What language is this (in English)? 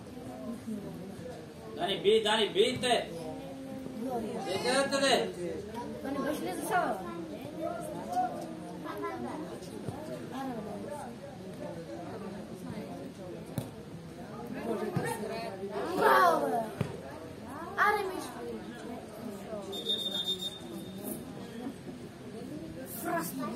Bulgarian